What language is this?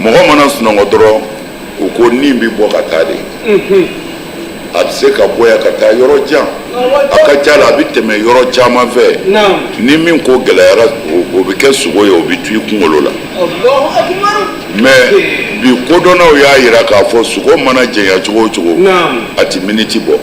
Bambara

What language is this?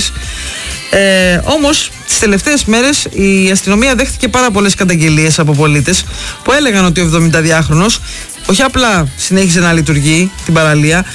Greek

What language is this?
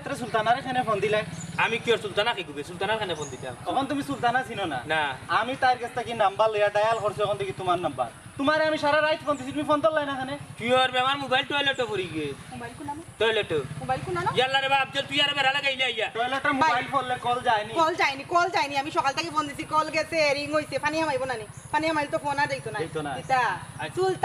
Sylheti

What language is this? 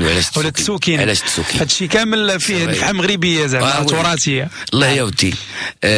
Moroccan Arabic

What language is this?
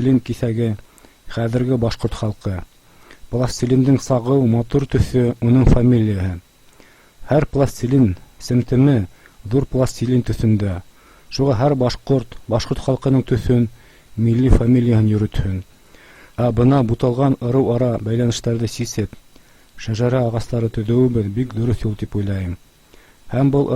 Bashkir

